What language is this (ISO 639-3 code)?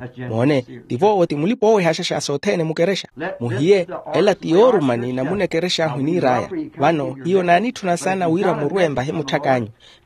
vmw